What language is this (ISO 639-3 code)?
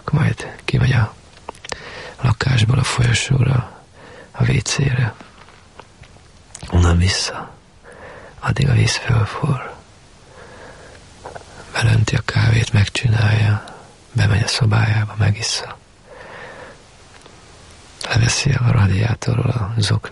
hun